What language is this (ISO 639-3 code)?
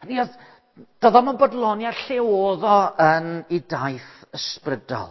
cym